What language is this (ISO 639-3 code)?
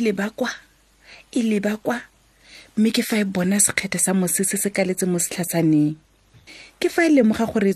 tsn